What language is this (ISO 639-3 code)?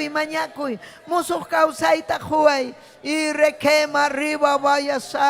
quy